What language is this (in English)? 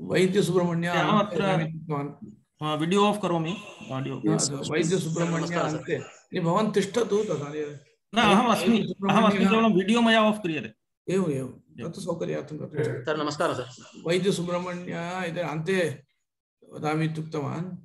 Sanskrit